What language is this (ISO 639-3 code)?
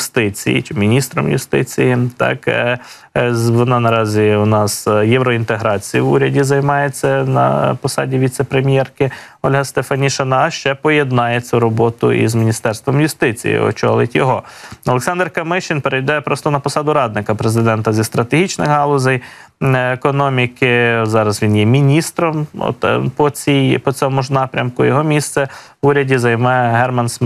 ukr